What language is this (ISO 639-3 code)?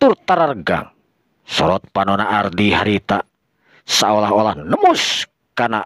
sun